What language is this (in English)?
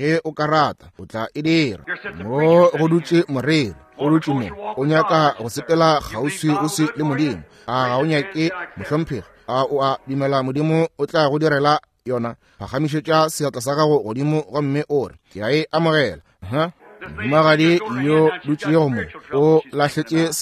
Northern Sotho